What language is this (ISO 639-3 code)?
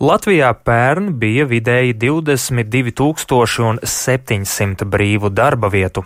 lav